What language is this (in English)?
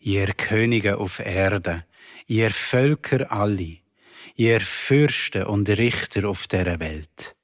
Swiss German